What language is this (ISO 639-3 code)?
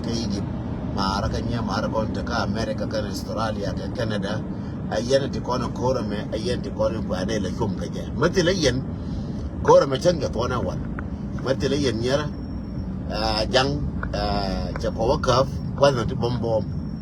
nus